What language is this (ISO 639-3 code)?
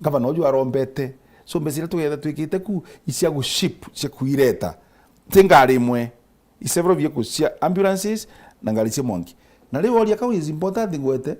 mer